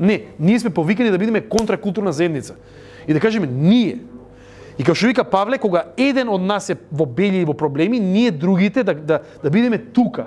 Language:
Macedonian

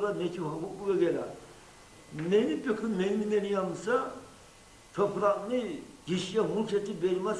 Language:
Kumyk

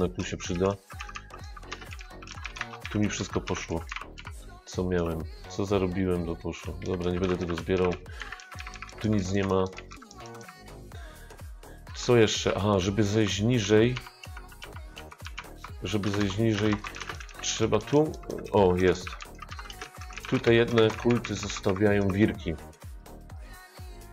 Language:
Polish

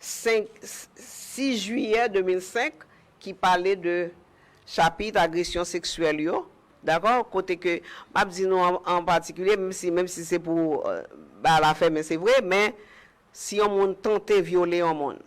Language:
Haitian Creole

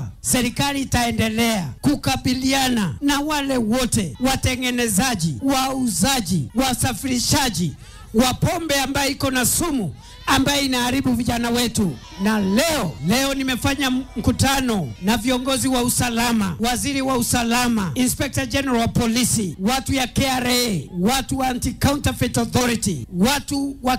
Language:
Swahili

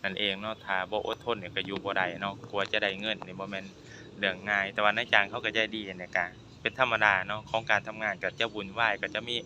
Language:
Lao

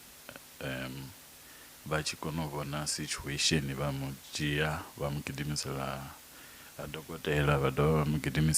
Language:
Venda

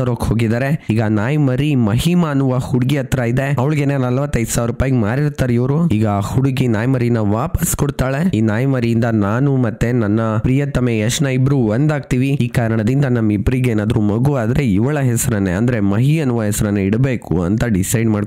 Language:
Kannada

